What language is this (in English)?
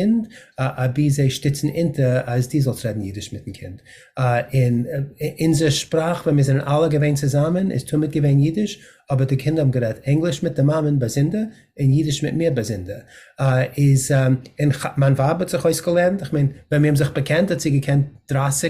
Yiddish